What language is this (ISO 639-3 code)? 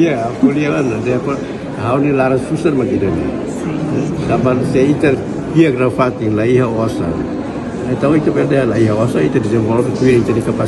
tet